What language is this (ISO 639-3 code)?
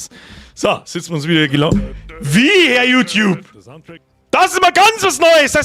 bar